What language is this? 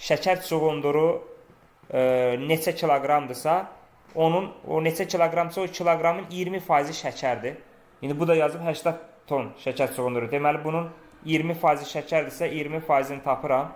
Azerbaijani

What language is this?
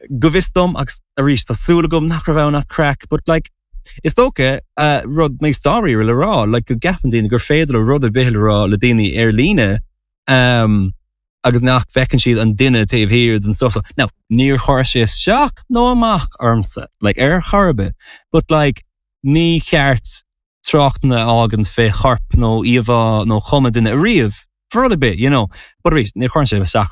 Irish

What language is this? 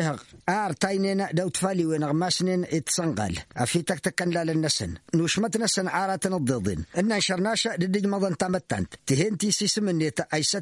Tamasheq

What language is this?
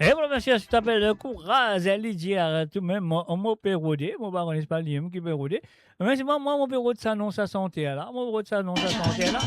Morisyen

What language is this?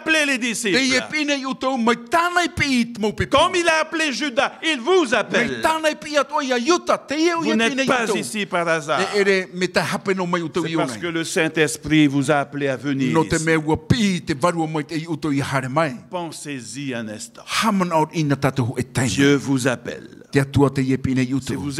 Tahitian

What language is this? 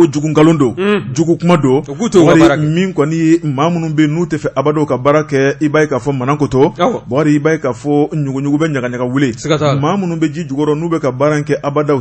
Bambara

